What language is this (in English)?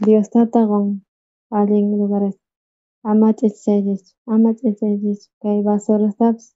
South Bolivian Quechua